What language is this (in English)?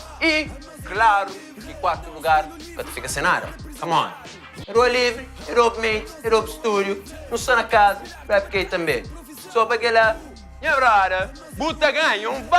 Kabuverdianu